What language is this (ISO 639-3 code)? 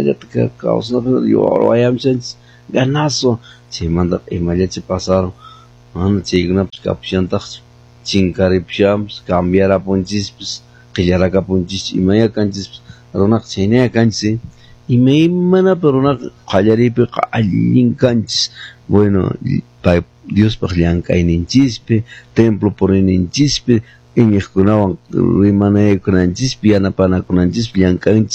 que